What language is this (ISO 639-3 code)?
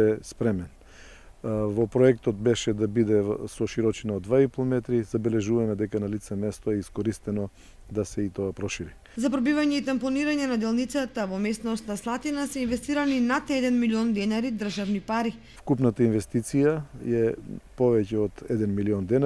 mkd